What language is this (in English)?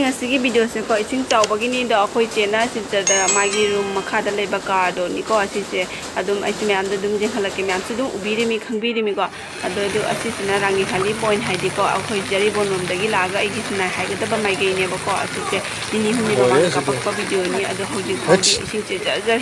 Manipuri